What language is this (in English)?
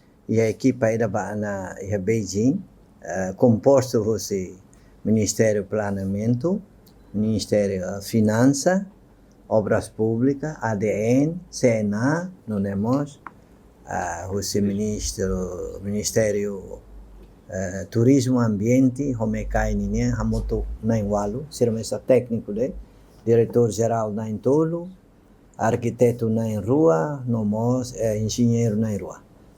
Tetum